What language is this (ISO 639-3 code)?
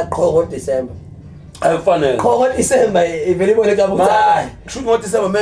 zul